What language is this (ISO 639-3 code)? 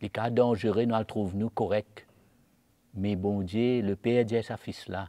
mfe